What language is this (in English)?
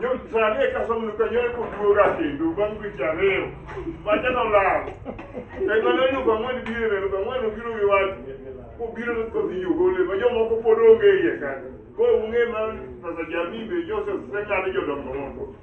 Luo (Kenya and Tanzania)